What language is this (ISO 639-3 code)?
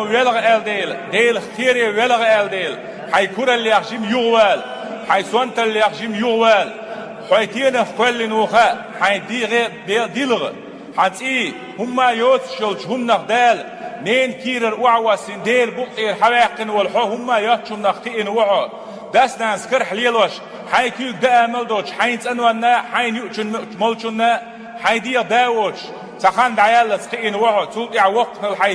che